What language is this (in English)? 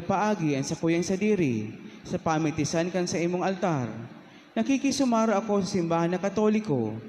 Bikol